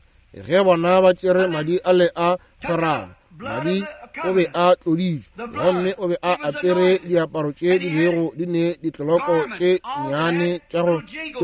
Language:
Northern Sotho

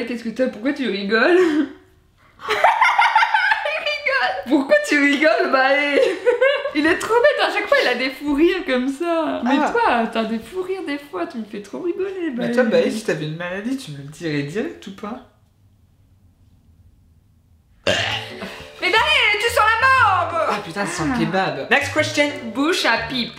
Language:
French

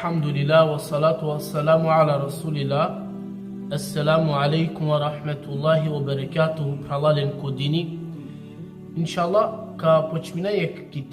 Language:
Balkan Romani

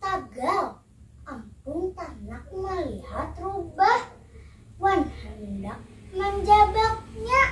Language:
Banjar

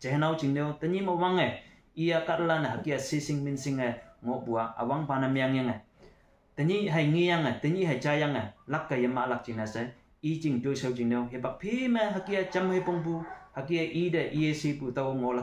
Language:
Konyak Naga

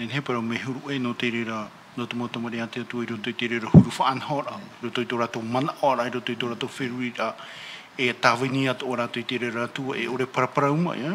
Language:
Tahitian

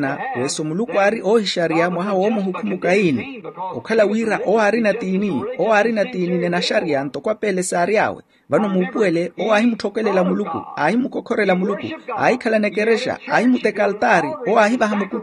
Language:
Makhuwa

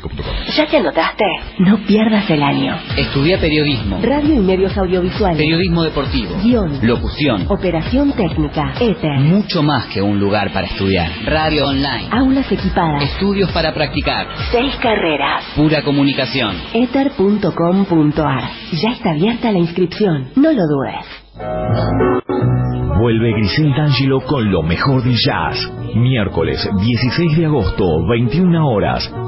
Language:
Spanish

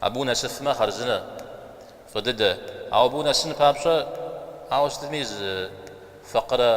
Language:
Kabardian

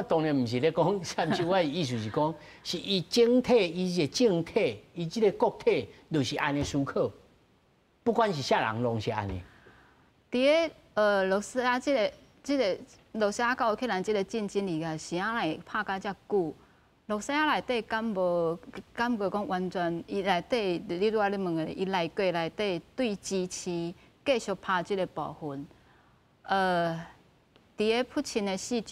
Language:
Min Nan Chinese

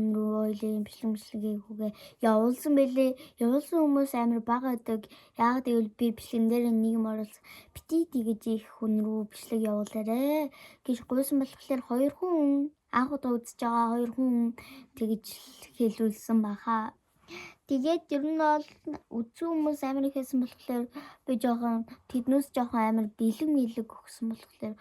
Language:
Mongolian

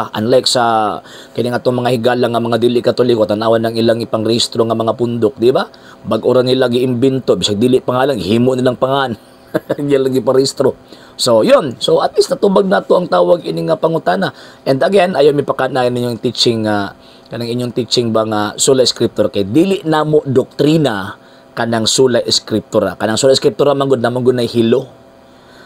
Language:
Cebuano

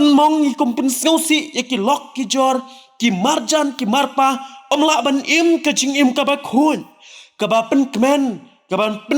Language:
Khasi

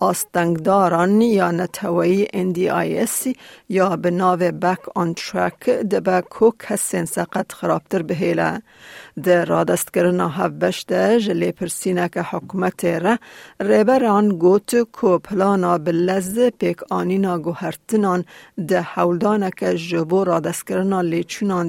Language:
Kurdish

